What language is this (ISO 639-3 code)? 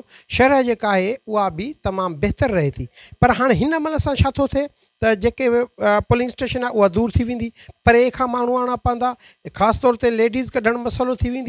snd